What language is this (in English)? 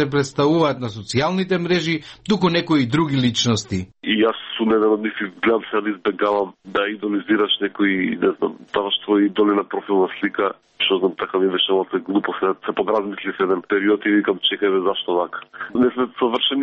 Macedonian